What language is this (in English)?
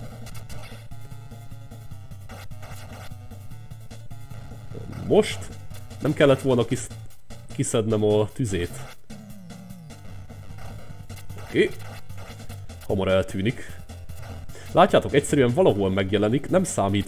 Hungarian